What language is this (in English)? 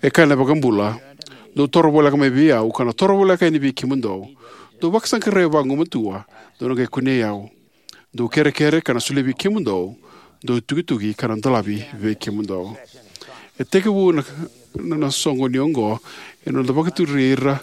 Fijian